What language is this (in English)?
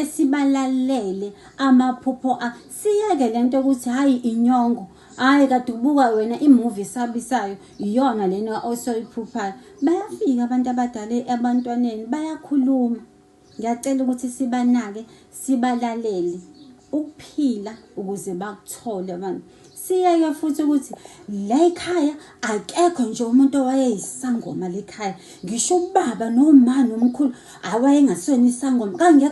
Zulu